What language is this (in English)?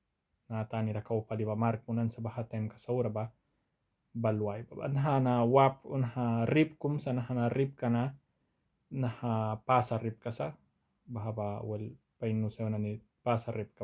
Mískito